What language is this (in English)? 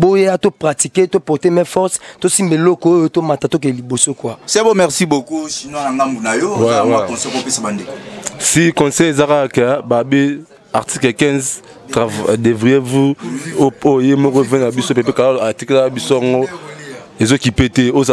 Lingala